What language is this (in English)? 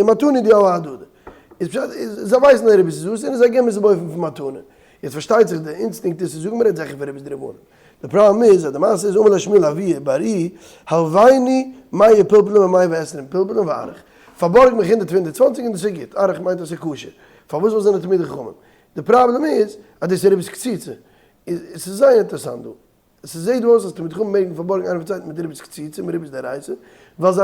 Yiddish